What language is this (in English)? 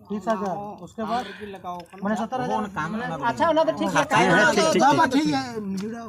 Santali